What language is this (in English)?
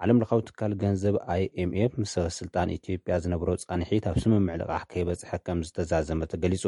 Tigrinya